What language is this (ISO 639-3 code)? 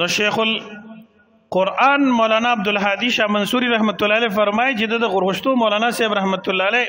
pus